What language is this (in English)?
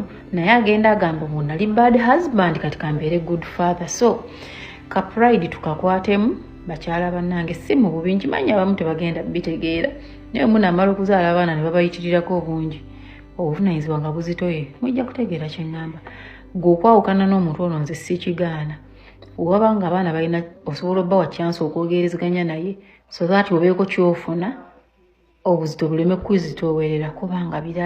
Ganda